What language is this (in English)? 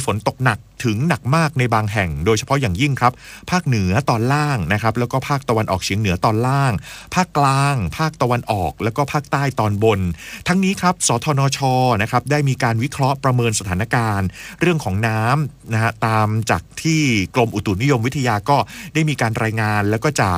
Thai